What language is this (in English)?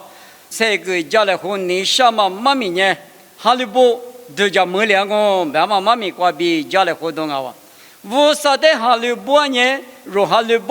Lisu